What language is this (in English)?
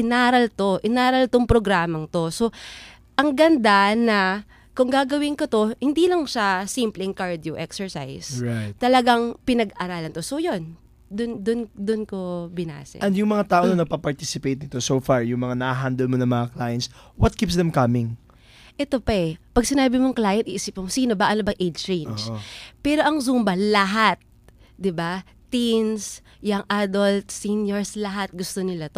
Filipino